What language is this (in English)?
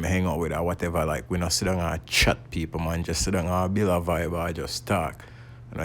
Jamaican Creole English